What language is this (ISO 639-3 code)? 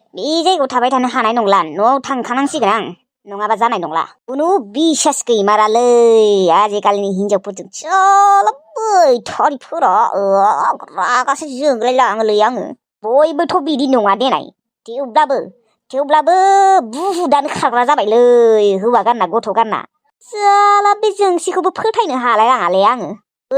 brx